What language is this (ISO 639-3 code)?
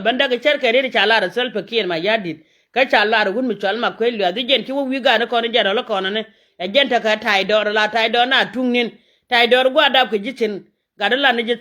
nus